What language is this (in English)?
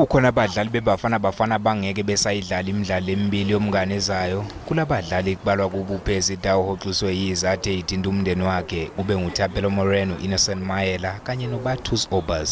Zulu